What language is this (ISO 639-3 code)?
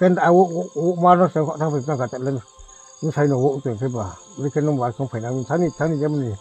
ria